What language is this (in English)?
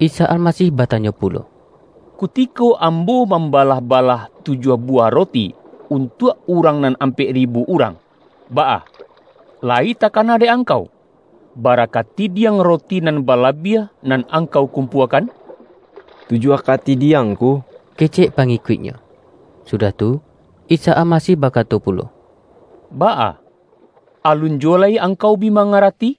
Minangkabau